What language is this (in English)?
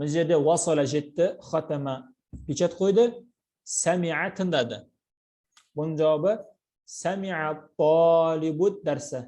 Kazakh